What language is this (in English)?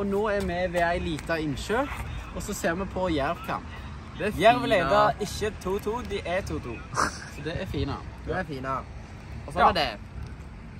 Norwegian